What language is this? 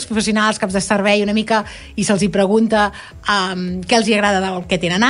Catalan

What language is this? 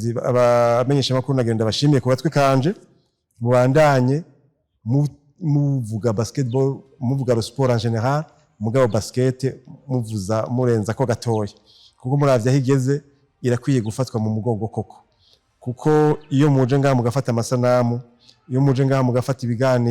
Rundi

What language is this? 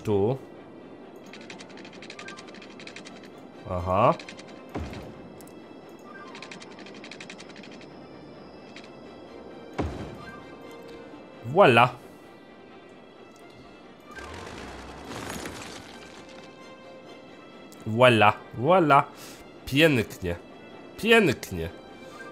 Polish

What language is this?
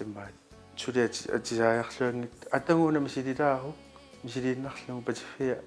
Kalaallisut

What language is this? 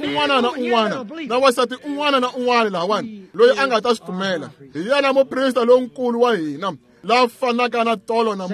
Tsonga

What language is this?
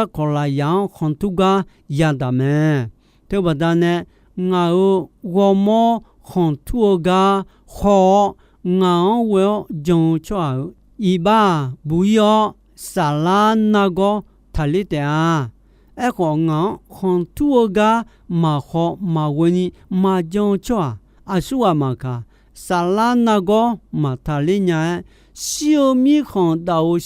Akha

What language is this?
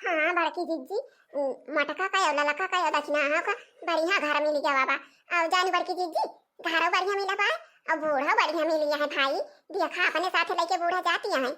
Awadhi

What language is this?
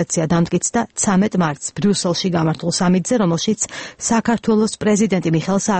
Georgian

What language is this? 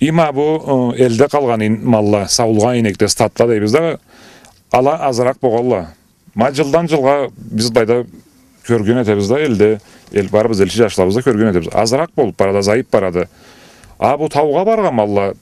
Karachay-Balkar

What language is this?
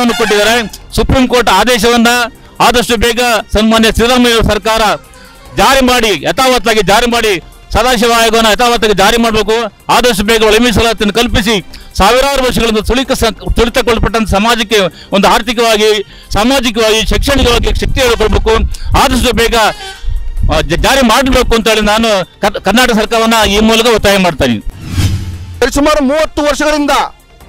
Kannada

